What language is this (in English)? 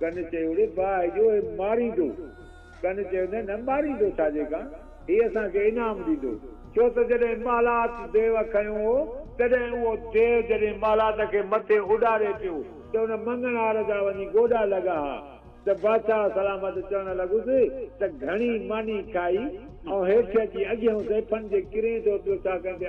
Sindhi